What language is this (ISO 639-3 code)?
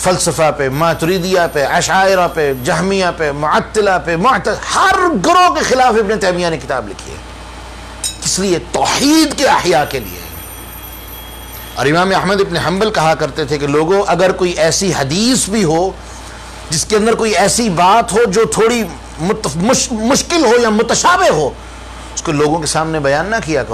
urd